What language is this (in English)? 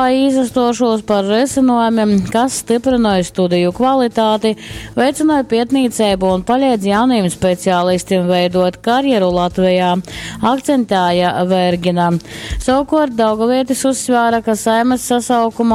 Latgalian